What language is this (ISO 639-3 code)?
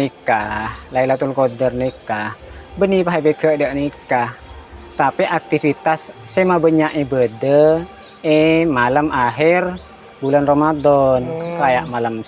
mad